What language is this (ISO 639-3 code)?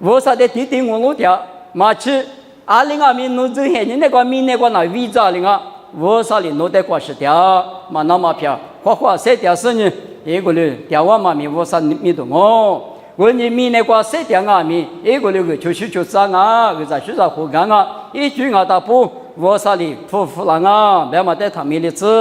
lis